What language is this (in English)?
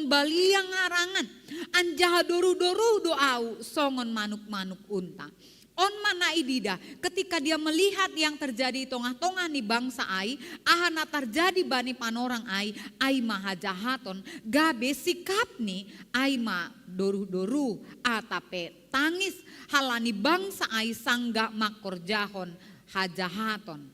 Batak Simalungun